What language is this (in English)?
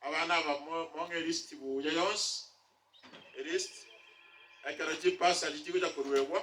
Gusii